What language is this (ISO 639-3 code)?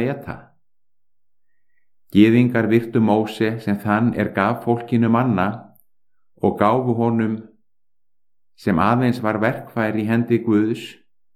isl